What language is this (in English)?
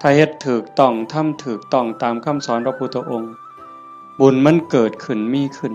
Northeastern Thai